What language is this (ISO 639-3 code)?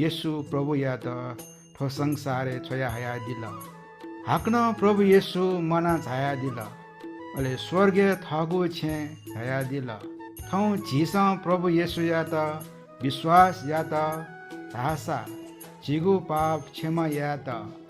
new